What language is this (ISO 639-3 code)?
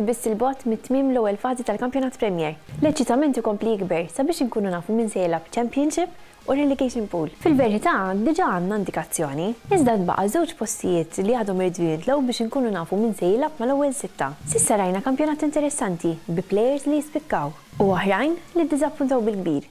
mlt